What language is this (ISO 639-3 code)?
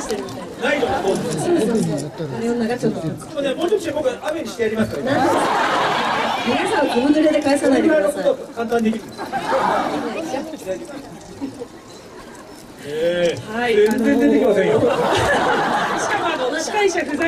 jpn